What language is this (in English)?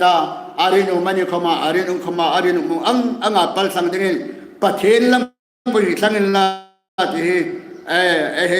Hmar